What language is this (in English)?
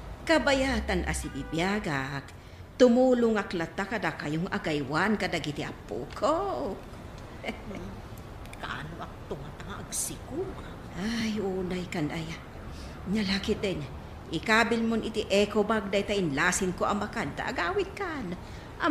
Iloko